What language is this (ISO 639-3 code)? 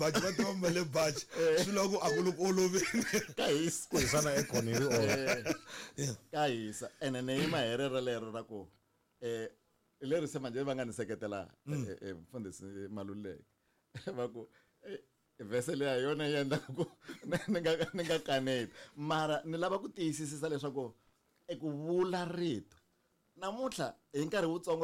tso